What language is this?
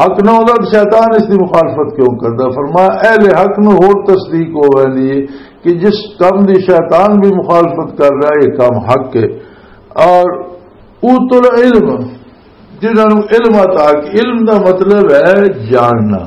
Western Panjabi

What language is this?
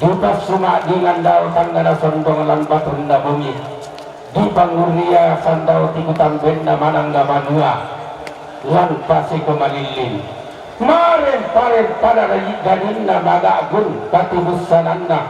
Toraja-Sa'dan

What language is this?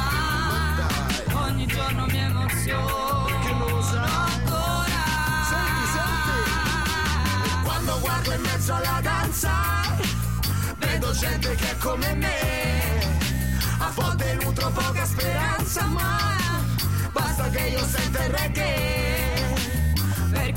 Italian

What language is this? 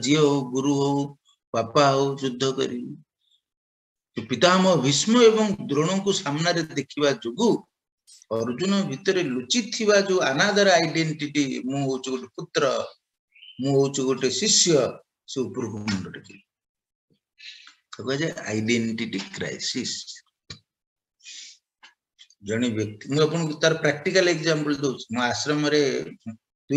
Odia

